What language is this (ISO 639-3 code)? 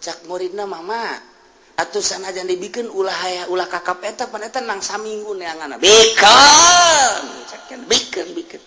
sun